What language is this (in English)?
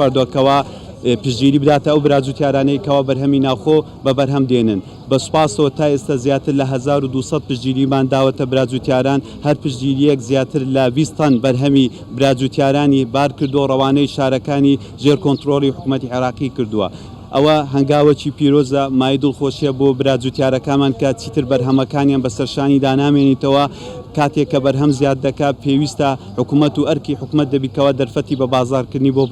Central Kurdish